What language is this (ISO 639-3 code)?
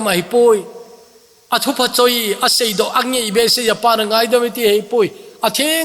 tcz